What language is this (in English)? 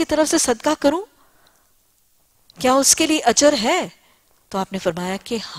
Urdu